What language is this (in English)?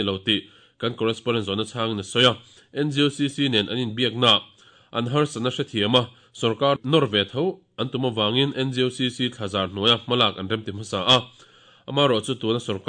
Mizo